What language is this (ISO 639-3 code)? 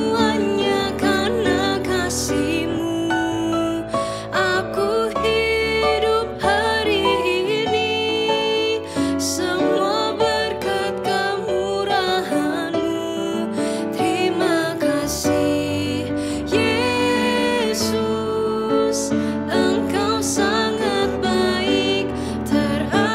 ind